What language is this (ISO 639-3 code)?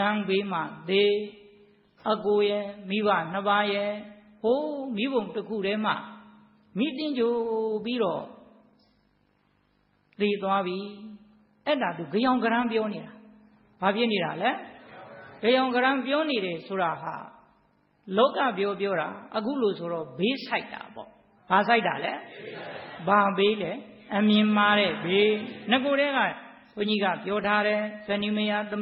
mya